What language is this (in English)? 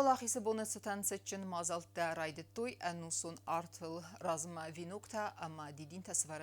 Ossetic